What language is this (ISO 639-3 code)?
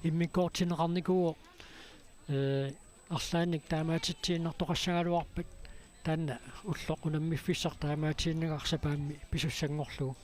kal